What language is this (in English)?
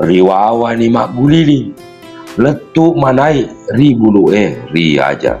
Buginese